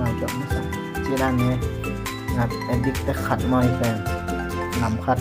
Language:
Tedim Chin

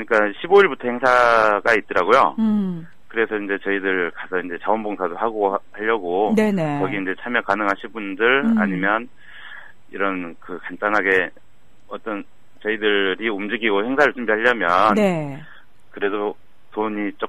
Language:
Korean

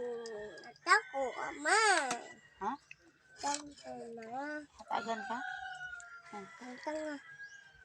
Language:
Cebuano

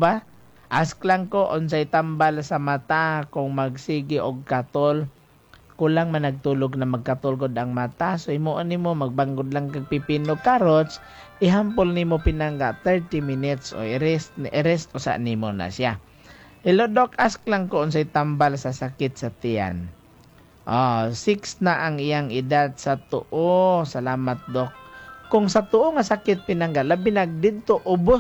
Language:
Cebuano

